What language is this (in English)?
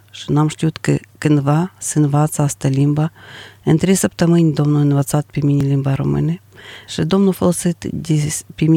Romanian